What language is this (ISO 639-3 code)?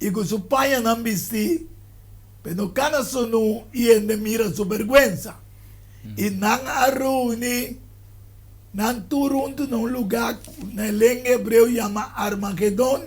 pap